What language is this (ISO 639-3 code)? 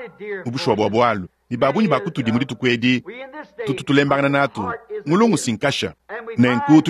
lua